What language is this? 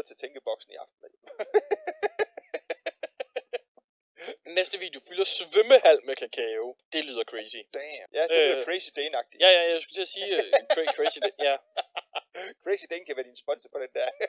Danish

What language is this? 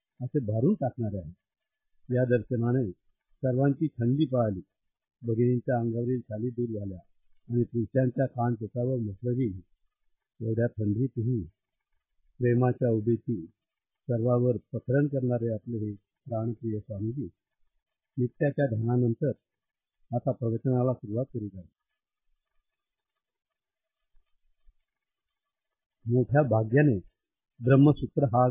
Marathi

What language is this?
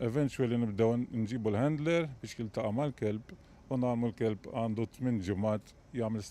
Maltese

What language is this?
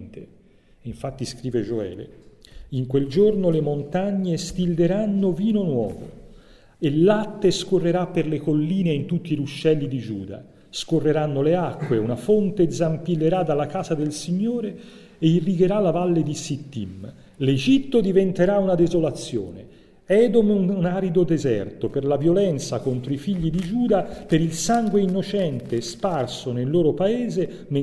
Italian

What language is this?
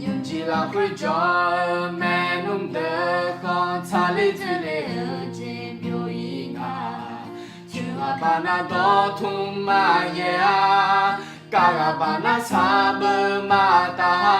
Akha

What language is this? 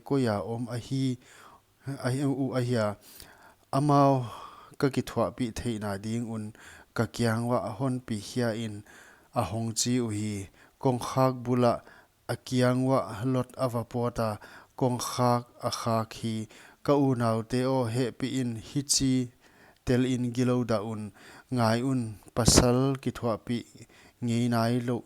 Paite Chin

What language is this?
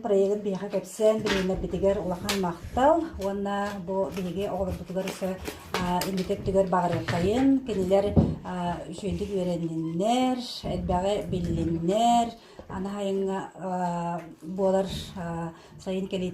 Yakut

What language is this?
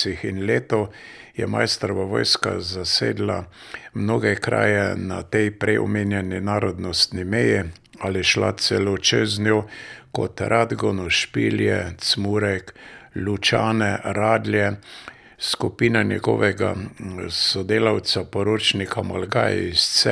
Slovenian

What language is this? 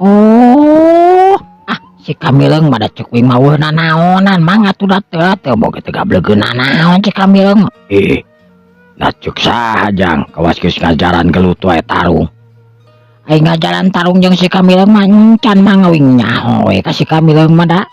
Sundanese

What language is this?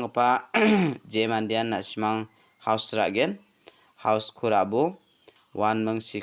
Garo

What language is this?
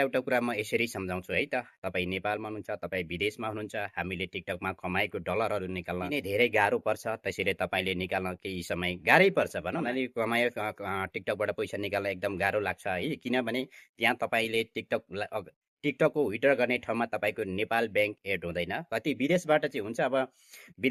Nepali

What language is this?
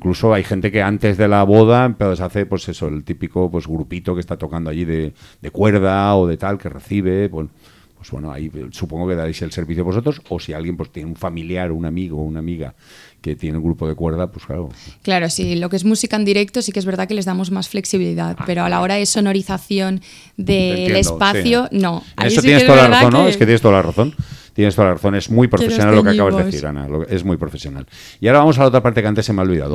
Spanish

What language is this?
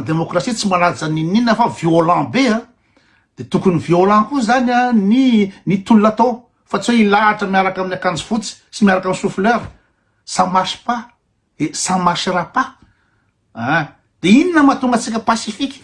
Malagasy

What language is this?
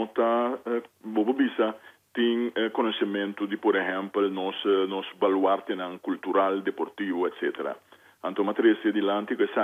Papiamento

